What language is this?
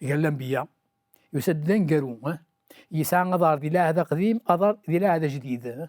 Kabyle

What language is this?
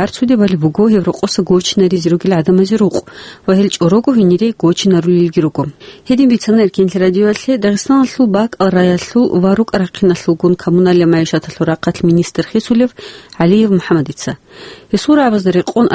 Avaric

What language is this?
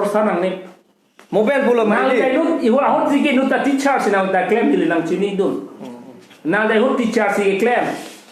Karbi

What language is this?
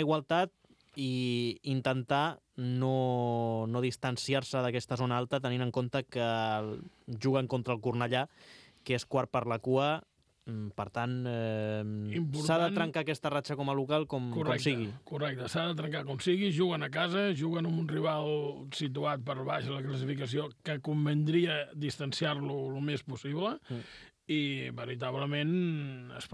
Catalan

